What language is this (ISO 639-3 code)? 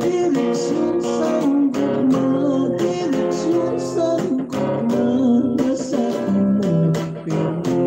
hil